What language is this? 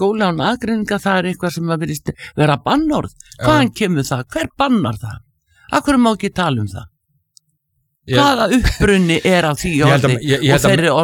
Icelandic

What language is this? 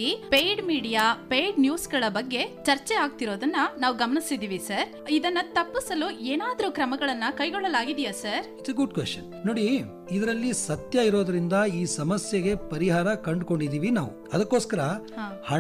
Kannada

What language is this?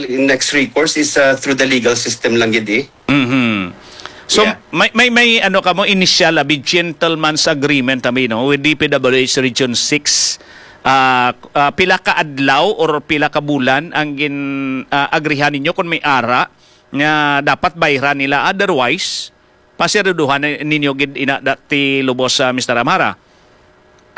Hiligaynon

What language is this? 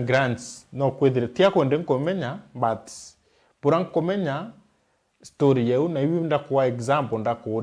Meru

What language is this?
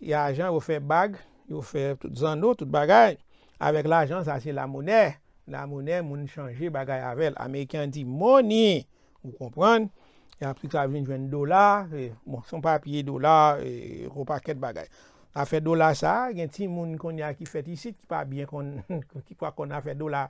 Haitian Creole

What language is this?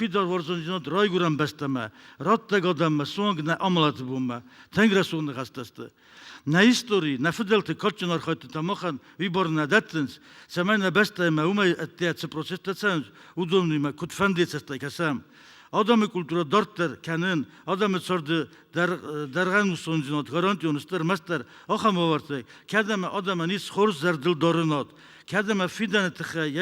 Ossetic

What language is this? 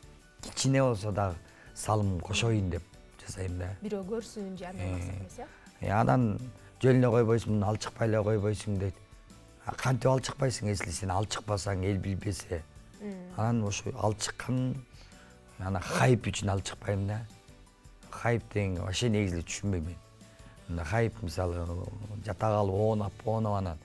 Kyrgyz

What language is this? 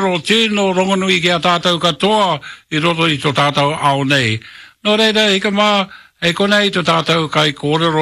Māori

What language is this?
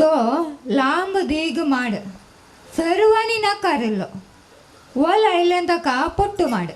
Konkani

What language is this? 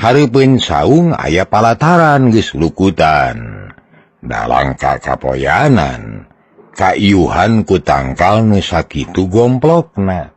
Sundanese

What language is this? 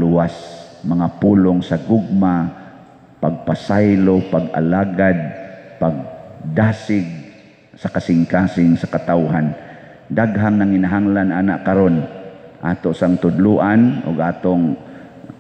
Cebuano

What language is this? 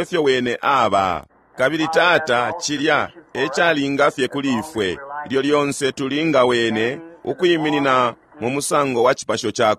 Bemba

